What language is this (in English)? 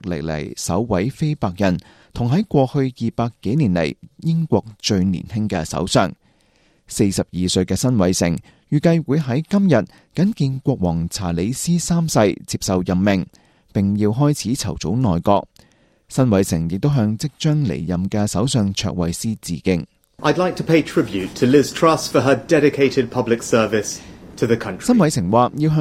Cantonese